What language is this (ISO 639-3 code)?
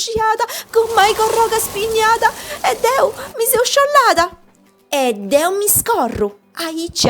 srd